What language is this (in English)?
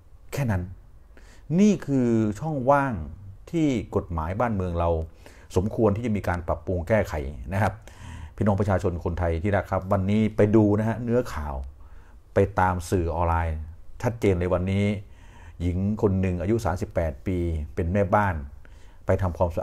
Thai